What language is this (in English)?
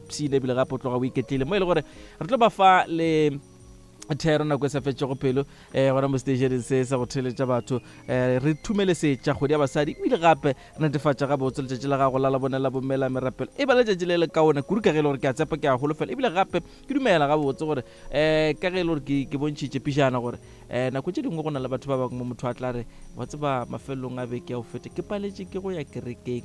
Northern Sotho